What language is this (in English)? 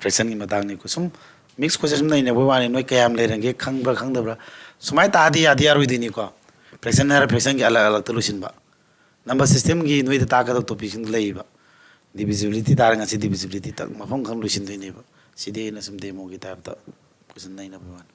Manipuri